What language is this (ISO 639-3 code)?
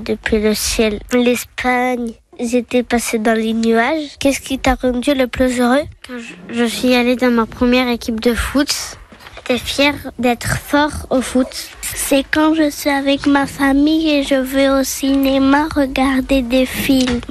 fra